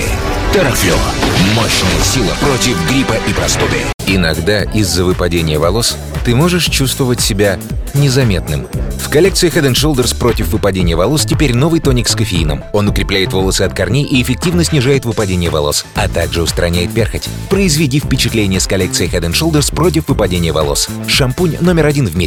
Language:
Russian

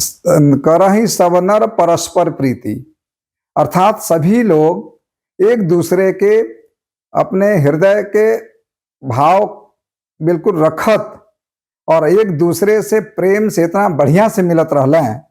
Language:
Bhojpuri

